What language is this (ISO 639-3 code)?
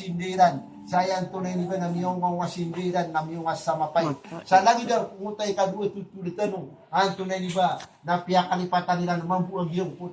mrw